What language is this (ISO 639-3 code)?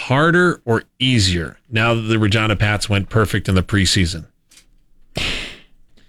eng